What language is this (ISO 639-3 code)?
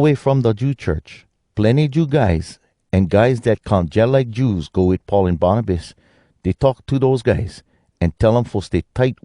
hwc